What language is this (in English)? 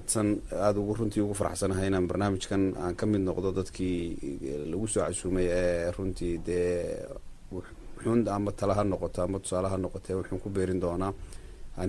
Somali